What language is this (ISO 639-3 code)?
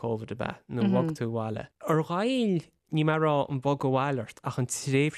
gle